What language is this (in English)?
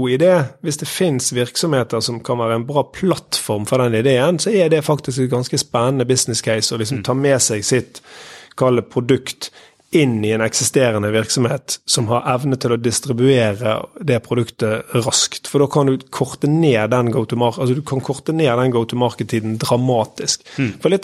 Norwegian